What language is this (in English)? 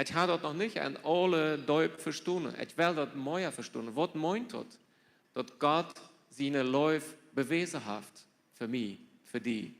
Plautdietsch